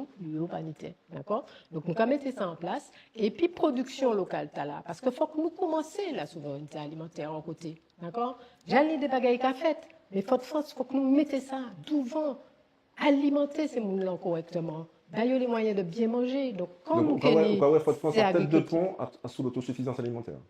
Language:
Guadeloupean Creole French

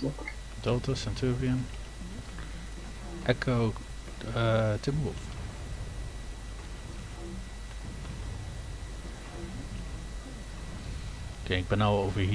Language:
Dutch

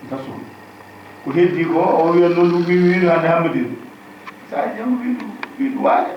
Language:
Fula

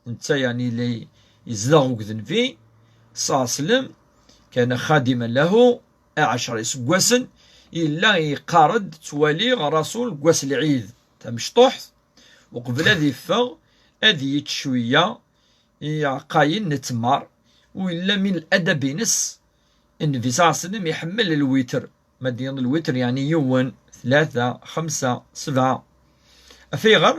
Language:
Kabyle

